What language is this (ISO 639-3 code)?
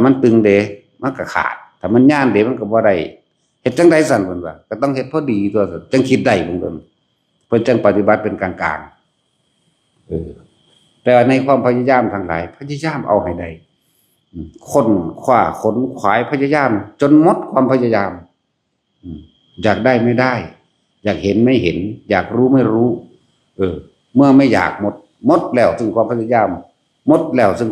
tts